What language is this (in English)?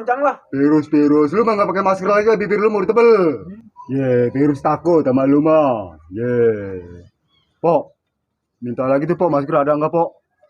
Betawi